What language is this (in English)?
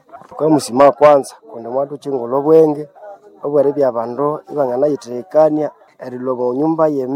Nande